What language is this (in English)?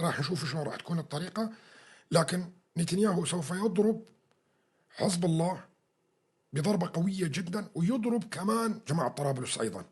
North Levantine Arabic